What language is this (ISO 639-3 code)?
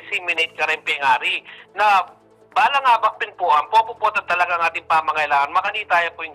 pam